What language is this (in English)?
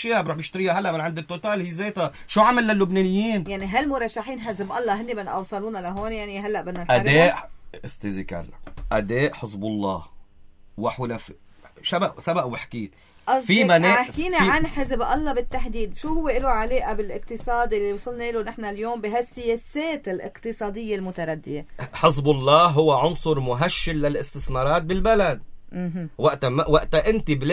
North Levantine Arabic